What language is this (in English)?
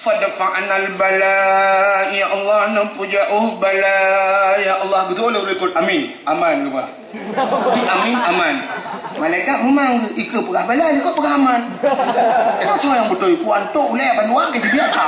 Achinese